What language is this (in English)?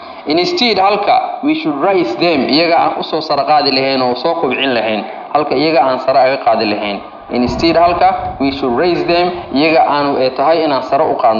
Somali